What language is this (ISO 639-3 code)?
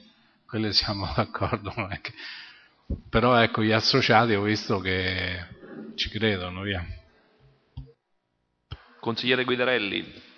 ita